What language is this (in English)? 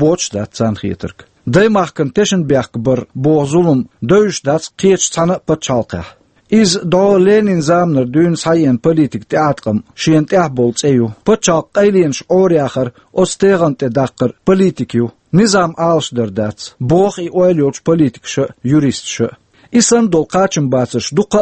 Chechen